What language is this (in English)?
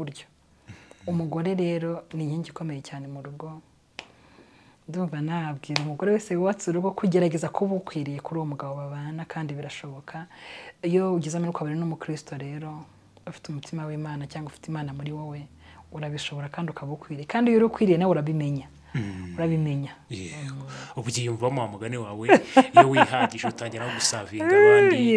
Kinyarwanda